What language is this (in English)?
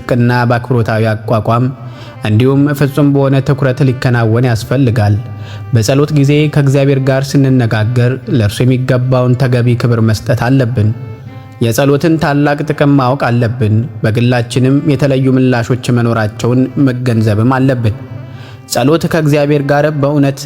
Amharic